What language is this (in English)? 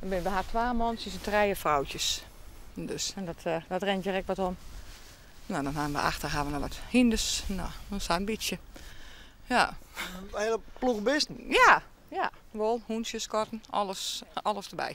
Western Frisian